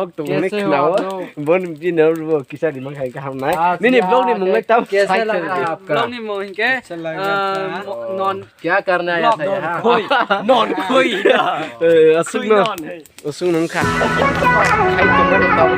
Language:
Kok Borok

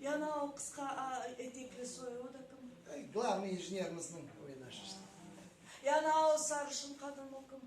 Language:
Crimean Tatar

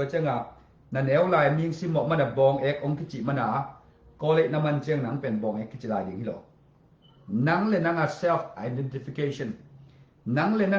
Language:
Tedim Chin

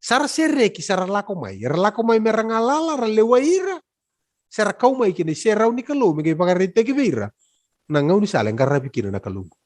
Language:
Fijian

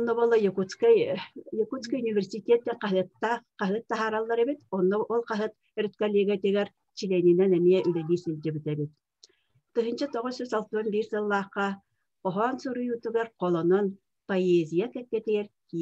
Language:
Yakut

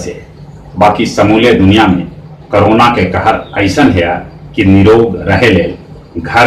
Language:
Magahi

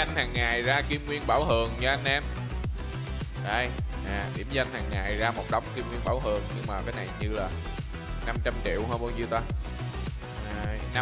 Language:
Vietnamese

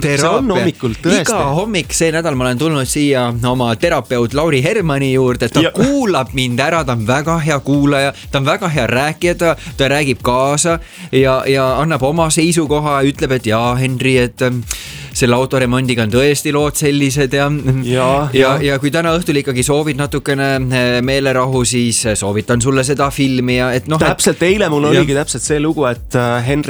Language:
Estonian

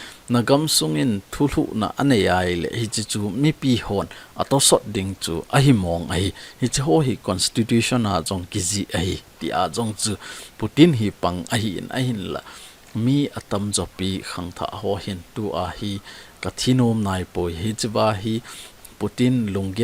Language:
Thado Chin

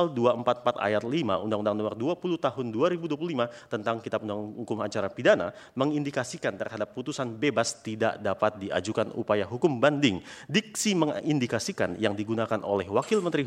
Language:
Indonesian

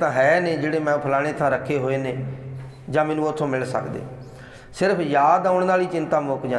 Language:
Punjabi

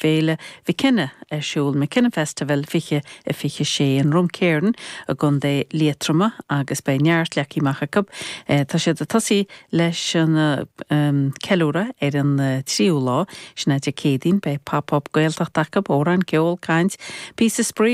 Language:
Irish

